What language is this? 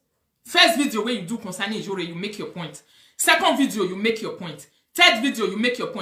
Nigerian Pidgin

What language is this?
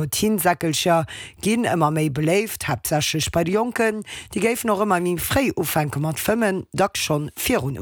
Luxembourgish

